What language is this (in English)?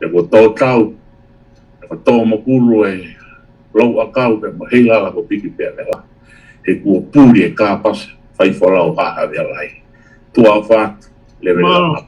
Tongan